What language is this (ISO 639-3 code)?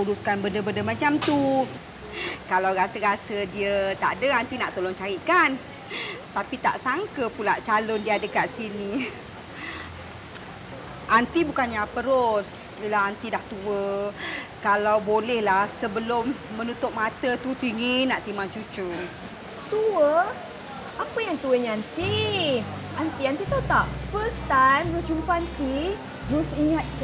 msa